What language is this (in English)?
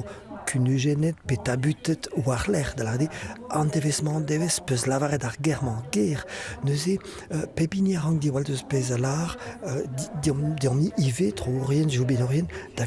Breton